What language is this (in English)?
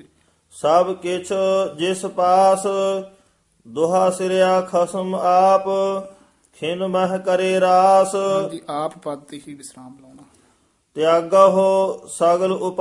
Punjabi